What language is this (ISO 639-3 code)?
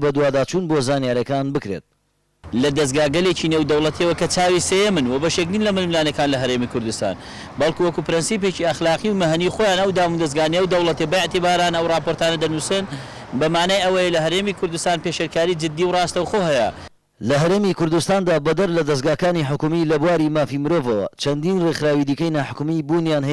ckb